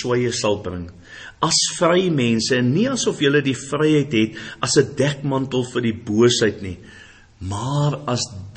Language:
Afrikaans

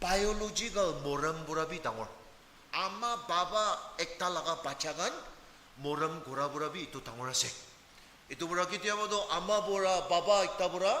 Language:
Naga Pidgin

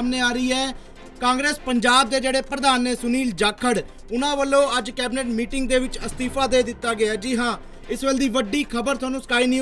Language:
Punjabi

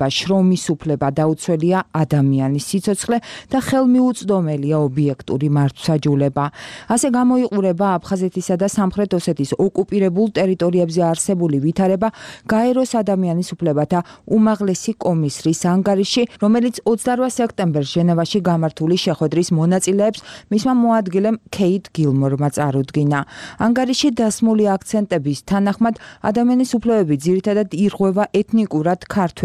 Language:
Georgian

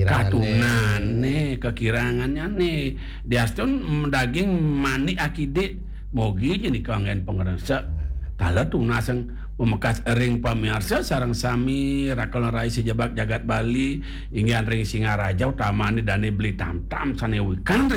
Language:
Balinese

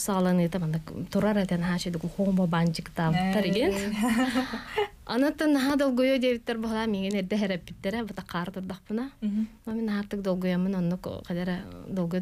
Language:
Yakut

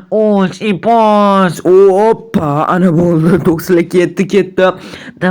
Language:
Uzbek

